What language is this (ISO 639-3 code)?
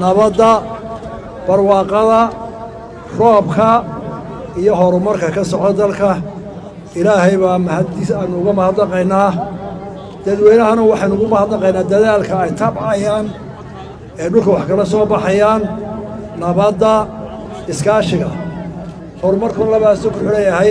som